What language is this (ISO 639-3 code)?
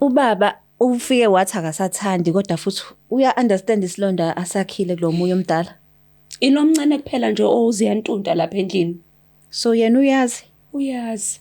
zul